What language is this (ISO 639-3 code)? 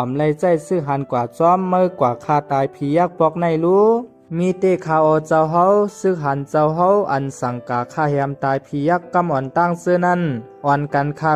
shn